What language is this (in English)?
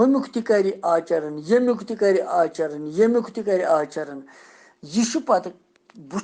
Kashmiri